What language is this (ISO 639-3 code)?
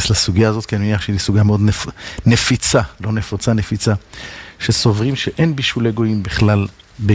heb